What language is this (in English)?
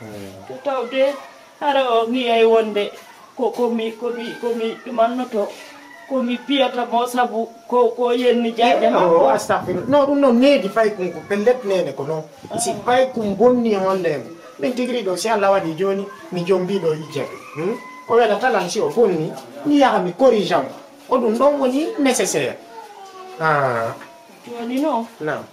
Fula